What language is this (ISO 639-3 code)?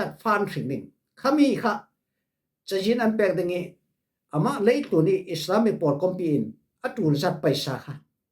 cfm